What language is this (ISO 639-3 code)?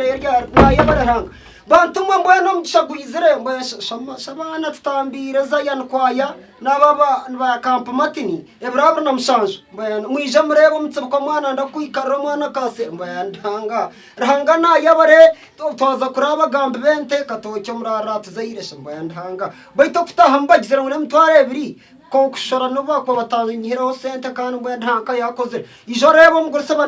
nyn